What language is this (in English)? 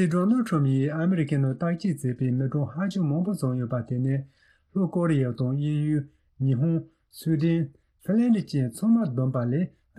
Tibetan